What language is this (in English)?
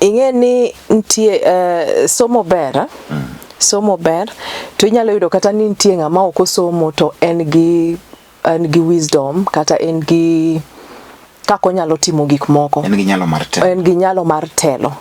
Luo (Kenya and Tanzania)